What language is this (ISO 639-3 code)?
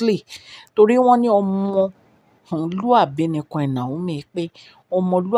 yor